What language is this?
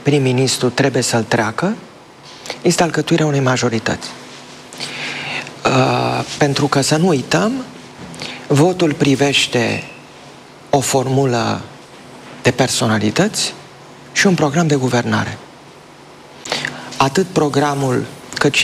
Romanian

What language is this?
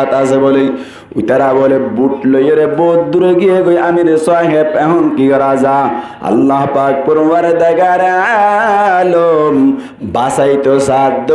Rohingya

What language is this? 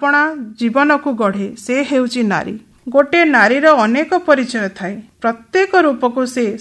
Odia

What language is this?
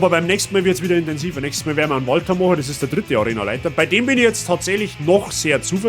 Bavarian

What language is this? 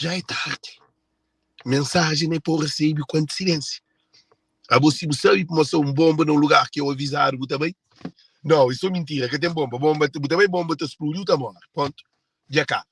Kabuverdianu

